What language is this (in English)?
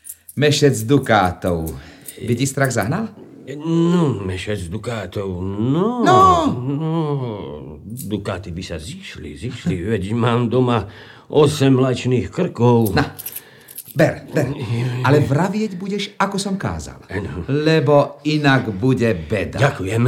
Slovak